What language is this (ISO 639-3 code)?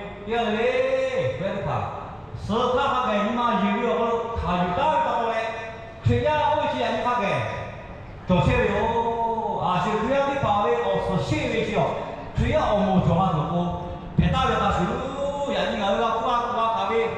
lhu